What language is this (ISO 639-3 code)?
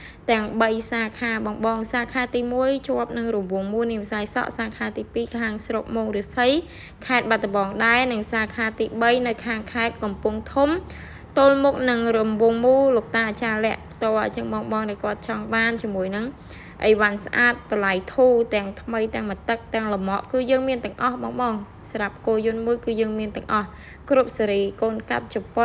khm